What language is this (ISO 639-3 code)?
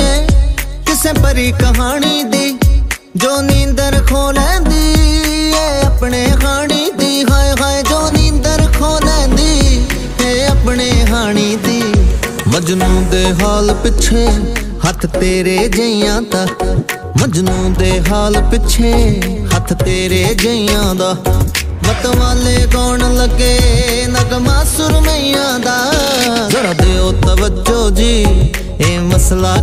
pan